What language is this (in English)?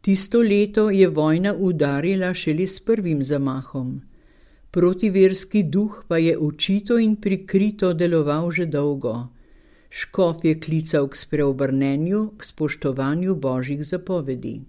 Slovenian